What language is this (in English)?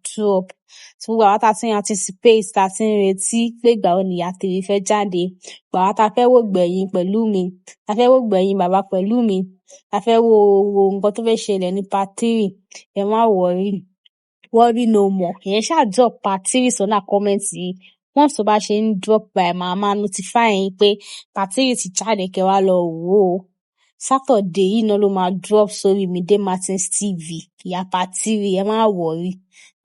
Yoruba